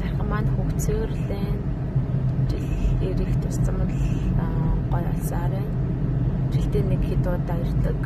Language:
Mongolian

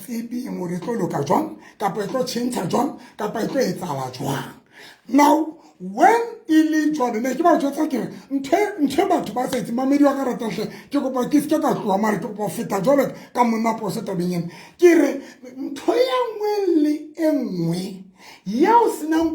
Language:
Southern Sotho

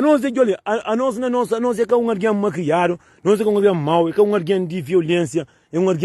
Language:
Kabuverdianu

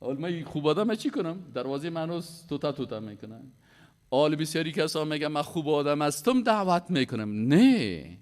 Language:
Persian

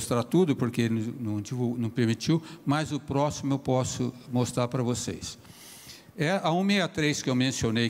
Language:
Portuguese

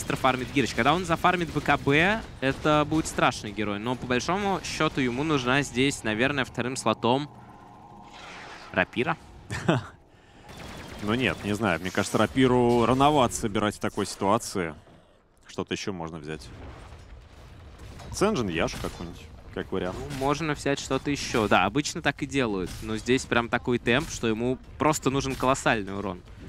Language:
Russian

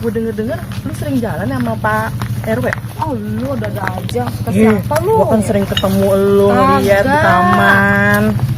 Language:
Betawi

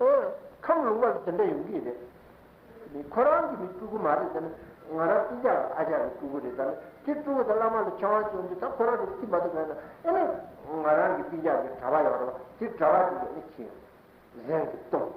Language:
Tibetan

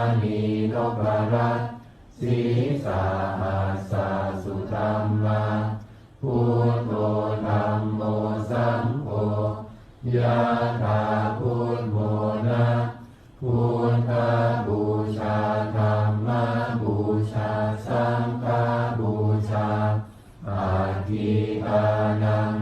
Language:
Pali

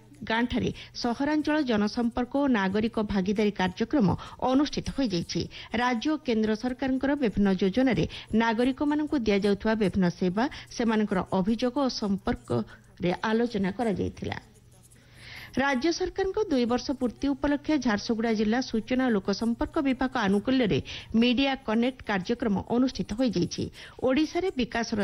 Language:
Odia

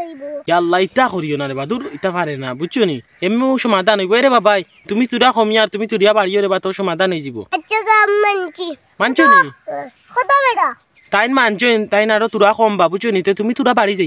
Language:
Sylheti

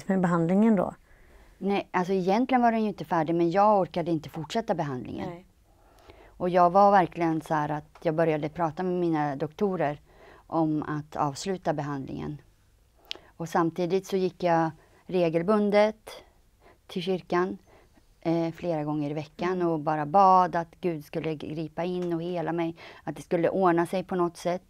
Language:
Swedish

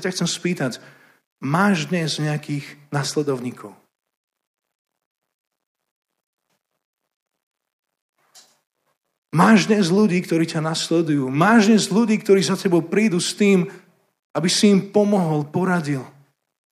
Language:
Slovak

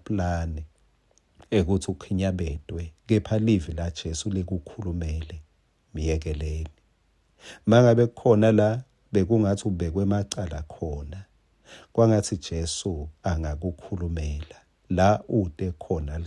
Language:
Swati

